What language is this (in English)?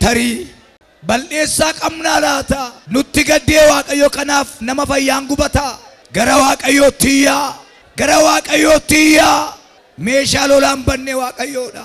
Oromo